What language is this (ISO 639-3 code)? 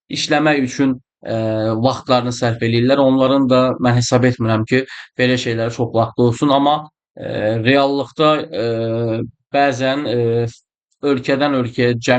aze